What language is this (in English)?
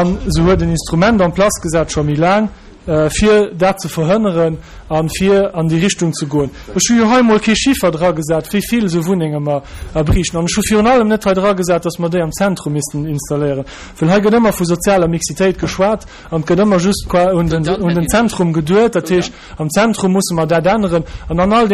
Luxembourgish